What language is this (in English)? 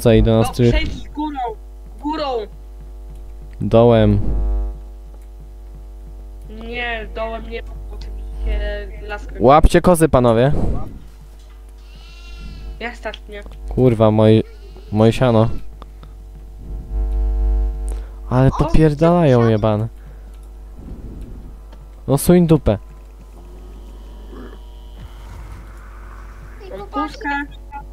Polish